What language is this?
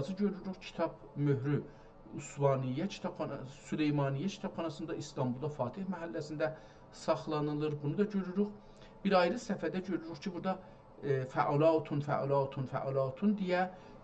South Azerbaijani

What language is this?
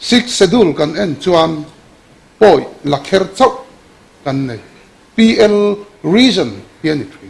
Mizo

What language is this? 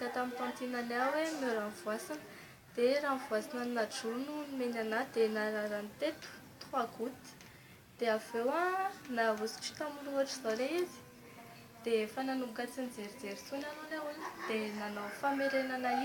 Malagasy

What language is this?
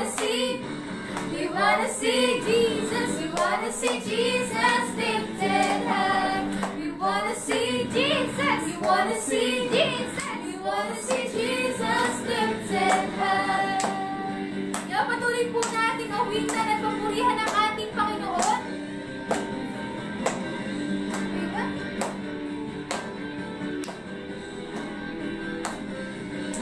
Filipino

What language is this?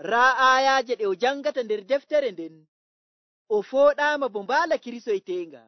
Nigerian Fulfulde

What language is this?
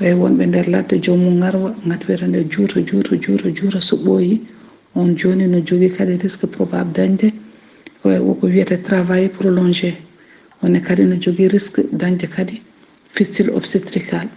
Fula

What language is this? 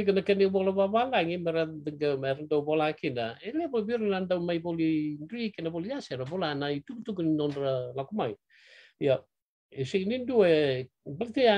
Fijian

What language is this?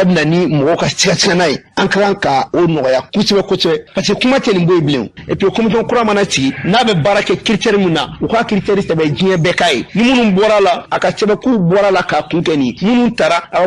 Bambara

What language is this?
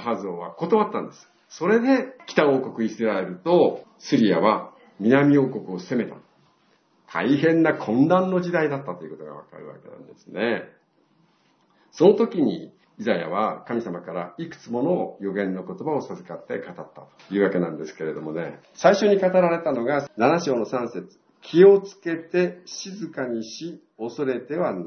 Japanese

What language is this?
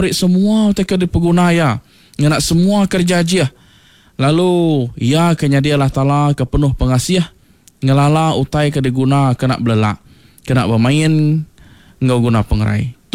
Iban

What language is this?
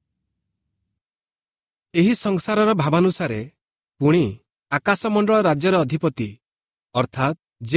Odia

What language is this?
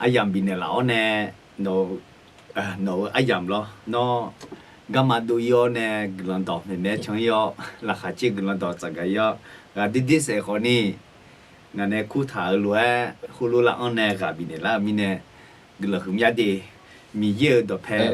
Akha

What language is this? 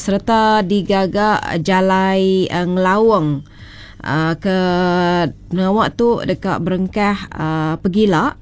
Iban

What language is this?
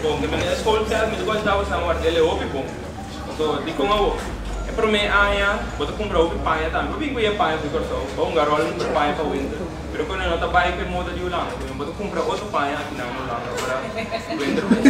Papiamento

